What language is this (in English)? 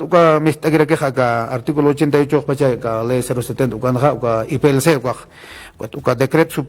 Aymara